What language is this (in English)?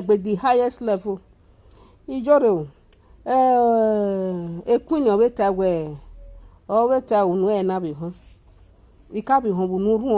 Nigerian Pidgin